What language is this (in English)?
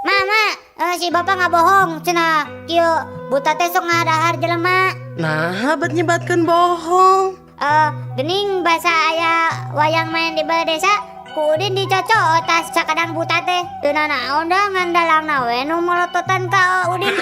Sundanese